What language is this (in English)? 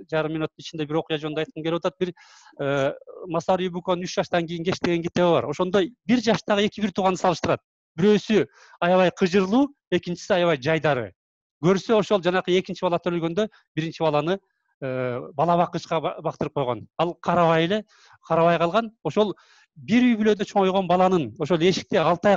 Kyrgyz